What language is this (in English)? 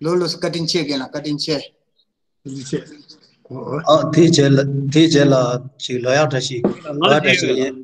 Tibetan